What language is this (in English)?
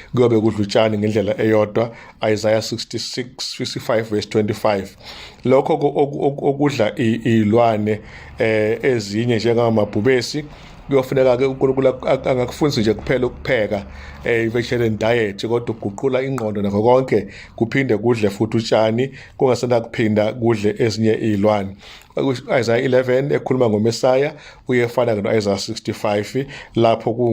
Zulu